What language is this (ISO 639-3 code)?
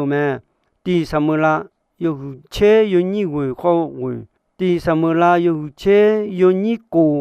ahk